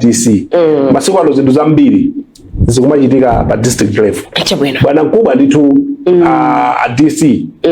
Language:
Nyanja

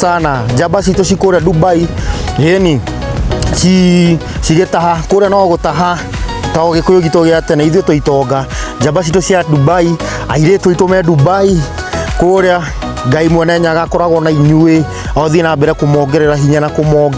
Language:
Kikuyu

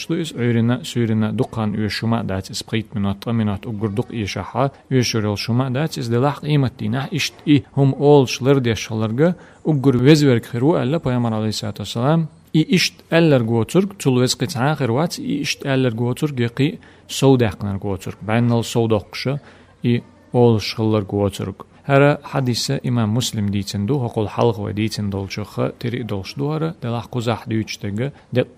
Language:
Chechen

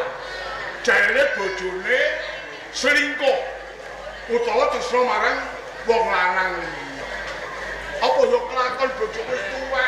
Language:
Javanese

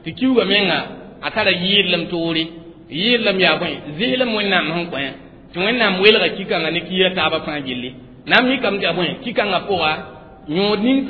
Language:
Mossi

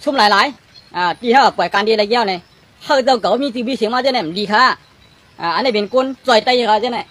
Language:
Shan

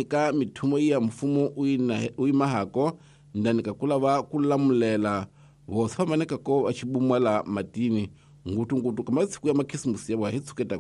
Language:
Tsonga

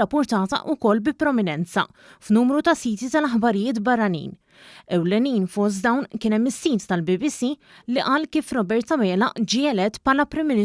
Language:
Maltese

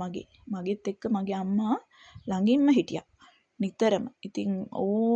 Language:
Sinhala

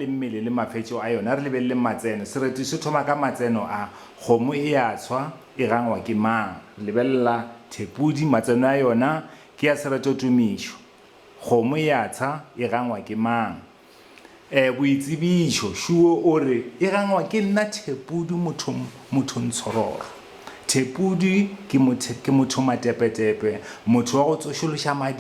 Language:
Northern Sotho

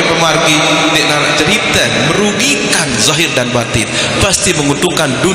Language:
Sasak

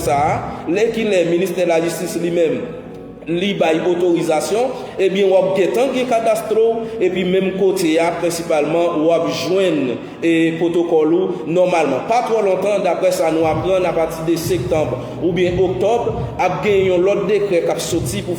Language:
Haitian Creole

